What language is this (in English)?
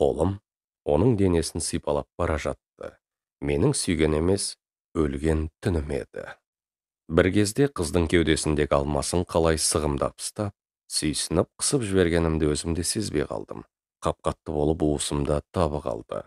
Kazakh